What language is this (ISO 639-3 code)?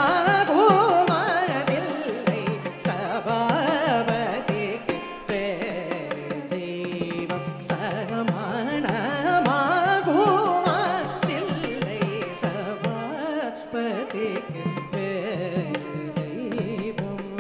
tam